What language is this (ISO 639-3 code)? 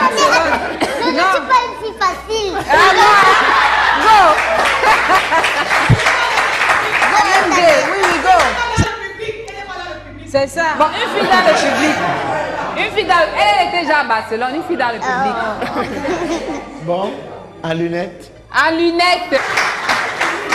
fra